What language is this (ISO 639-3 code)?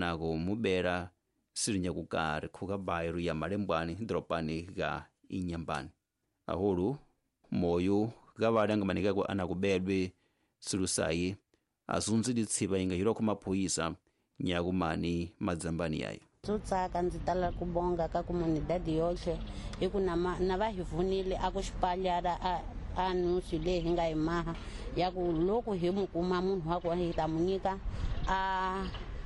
tso